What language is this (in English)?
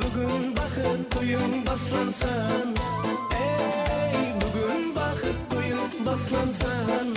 Kara-Kalpak